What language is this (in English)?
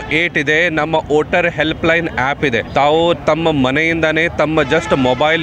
Kannada